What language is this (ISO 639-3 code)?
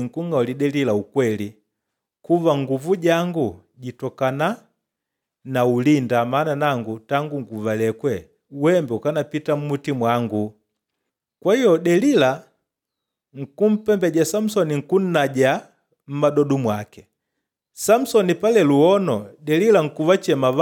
kde